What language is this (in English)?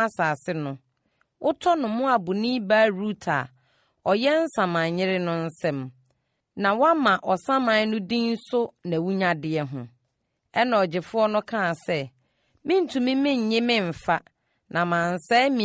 Akan